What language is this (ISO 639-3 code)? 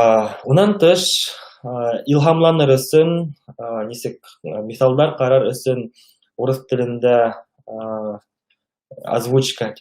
bak